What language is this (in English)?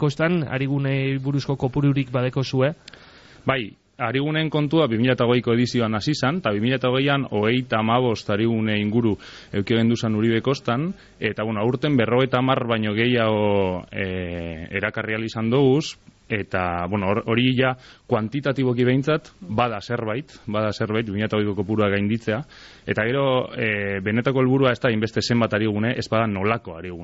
Basque